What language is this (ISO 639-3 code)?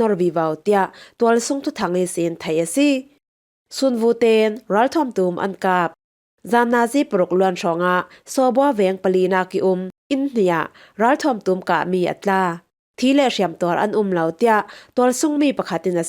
cfm